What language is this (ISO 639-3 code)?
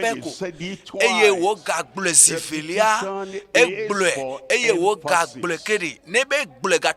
ewe